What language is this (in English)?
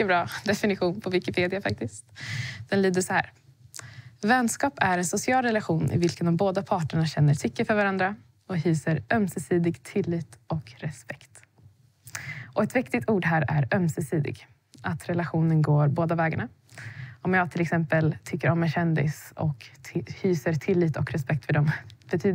Swedish